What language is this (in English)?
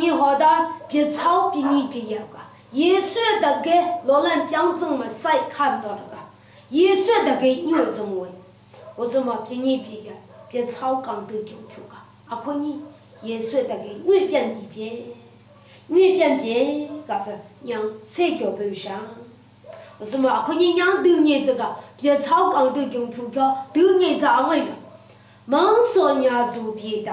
Lashi